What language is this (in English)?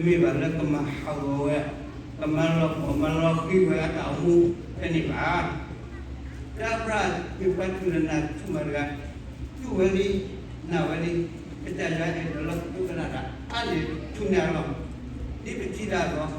S'gaw Karen